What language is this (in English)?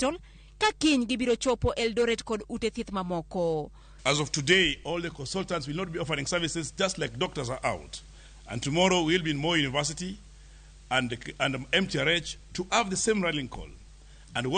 Luo (Kenya and Tanzania)